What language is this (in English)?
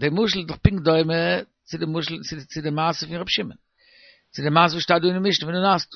Yiddish